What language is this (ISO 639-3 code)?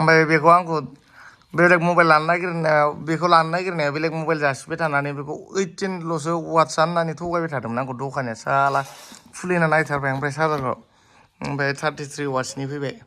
brx